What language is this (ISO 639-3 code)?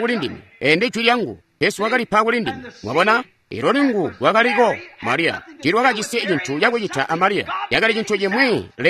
toi